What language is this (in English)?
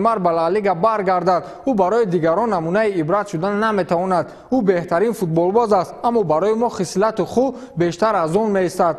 Tajik